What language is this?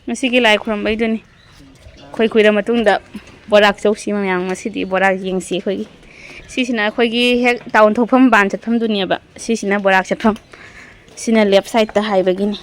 Manipuri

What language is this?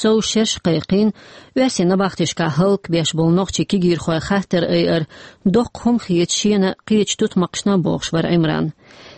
Chechen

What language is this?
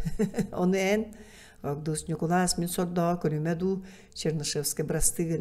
Yakut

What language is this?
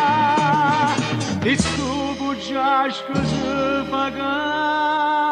Neapolitan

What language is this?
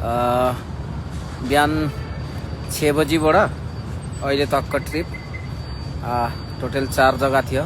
Nepali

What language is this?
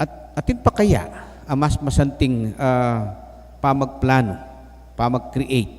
Pampanga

